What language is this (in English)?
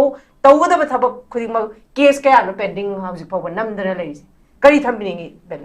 Manipuri